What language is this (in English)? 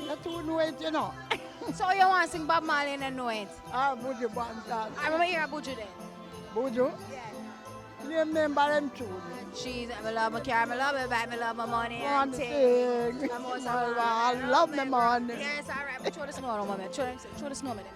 Jamaican Creole English